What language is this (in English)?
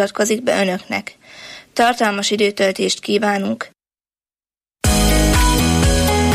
Hungarian